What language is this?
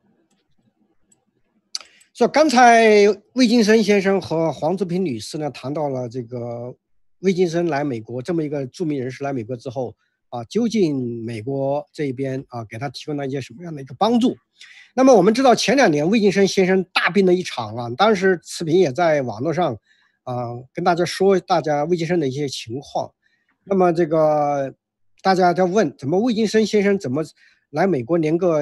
Chinese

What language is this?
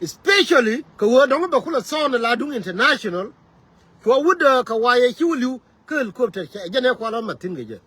Nuer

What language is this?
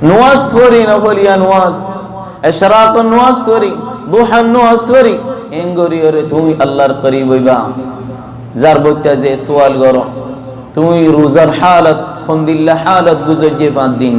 Rohingya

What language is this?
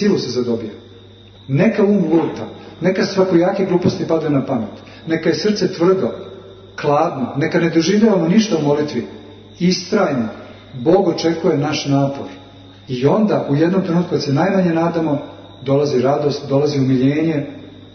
Serbian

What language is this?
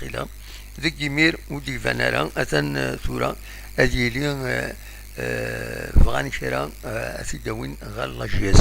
Kabyle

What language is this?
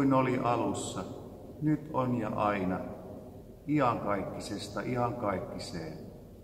Finnish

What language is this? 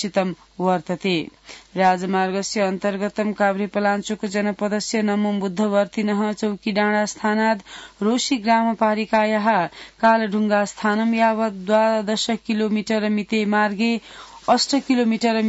Sanskrit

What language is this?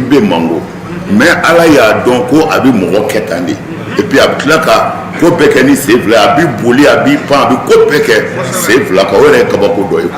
Bambara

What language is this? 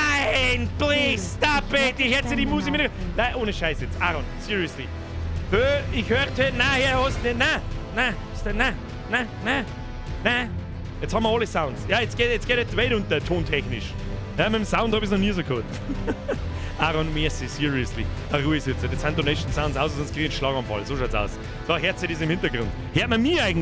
Bavarian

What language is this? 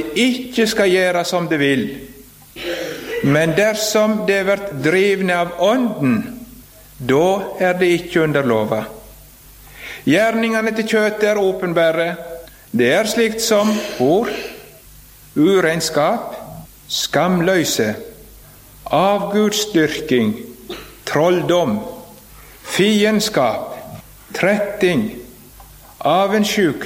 Norwegian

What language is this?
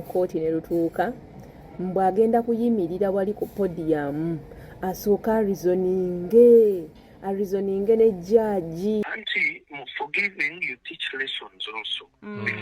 Ganda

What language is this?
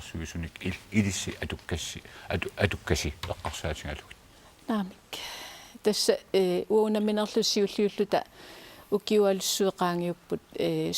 Kalaallisut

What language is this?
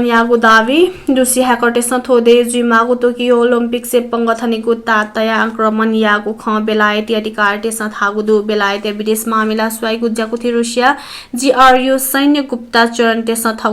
Newari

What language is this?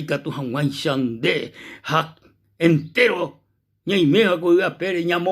Guarani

